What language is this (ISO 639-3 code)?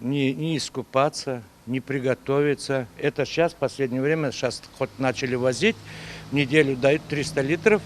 crh